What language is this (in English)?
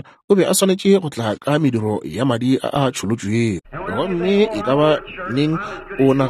Northern Sotho